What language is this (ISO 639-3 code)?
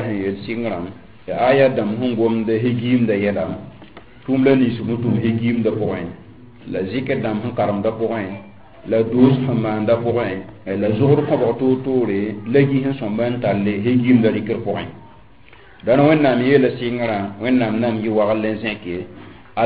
mos